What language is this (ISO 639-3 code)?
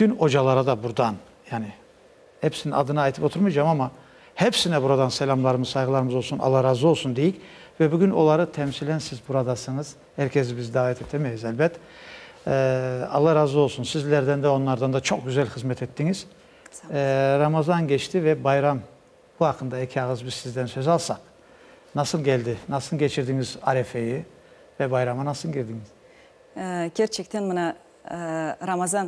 crh